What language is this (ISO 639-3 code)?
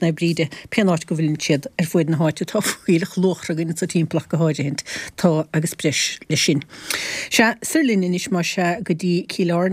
gle